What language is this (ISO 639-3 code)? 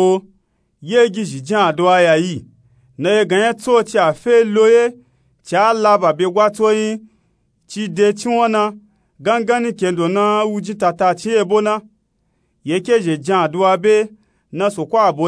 nup